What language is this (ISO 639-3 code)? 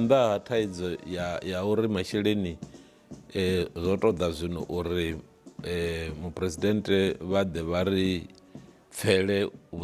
ven